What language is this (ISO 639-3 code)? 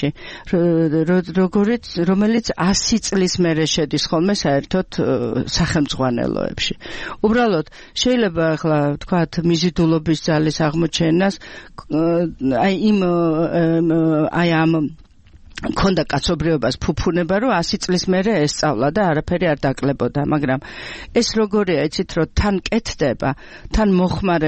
kat